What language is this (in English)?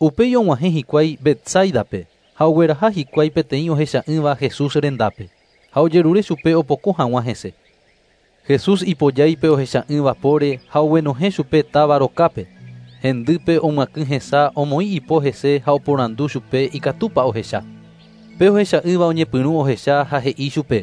Guarani